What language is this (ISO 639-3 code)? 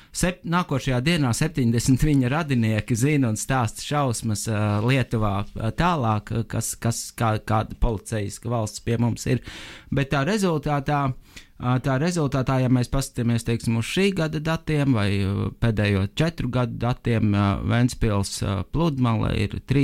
lav